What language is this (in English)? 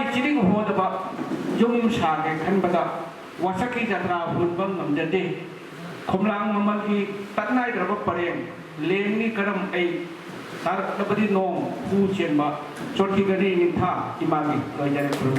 Manipuri